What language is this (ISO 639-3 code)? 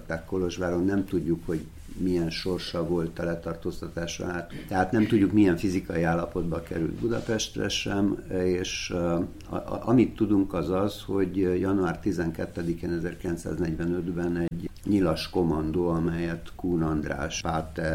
hun